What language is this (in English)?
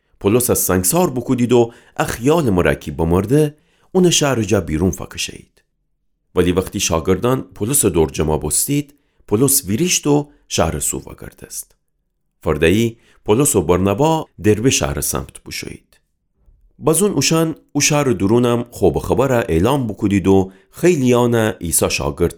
Gilaki